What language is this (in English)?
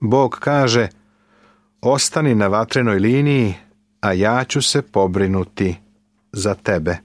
Serbian